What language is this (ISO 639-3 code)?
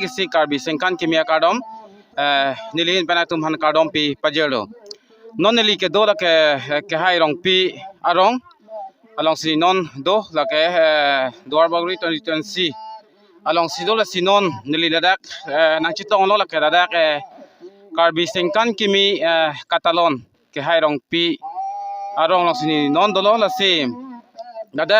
mjw